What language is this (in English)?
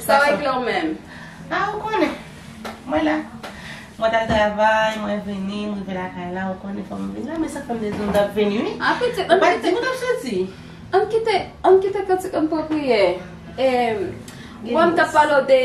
Haitian Creole